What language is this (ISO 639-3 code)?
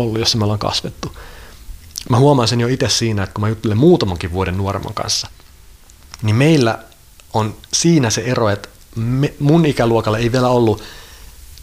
fin